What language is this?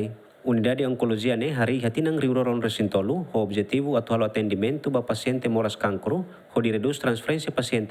Tetum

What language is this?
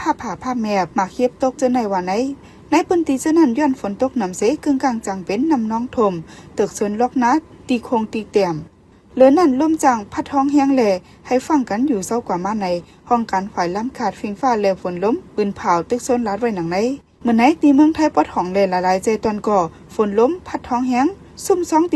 Shan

